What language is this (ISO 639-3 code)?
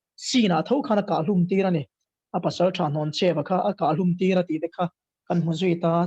lus